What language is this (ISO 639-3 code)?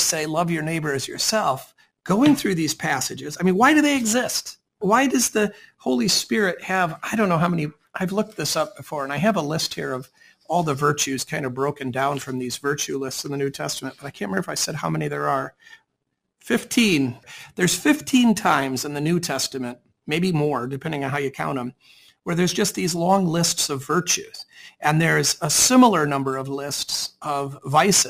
eng